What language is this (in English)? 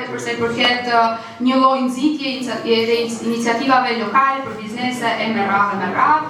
Albanian